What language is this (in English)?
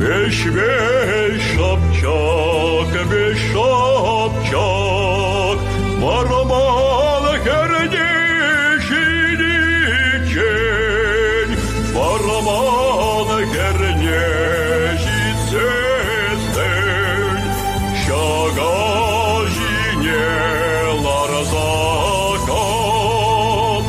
Chuvash